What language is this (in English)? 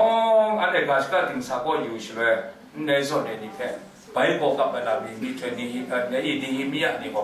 Kachin